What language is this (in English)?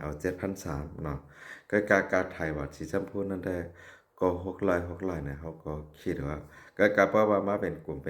Shan